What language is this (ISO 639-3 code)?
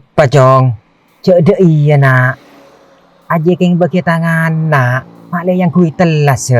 mad